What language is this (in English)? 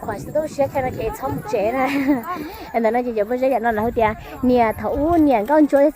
Hmong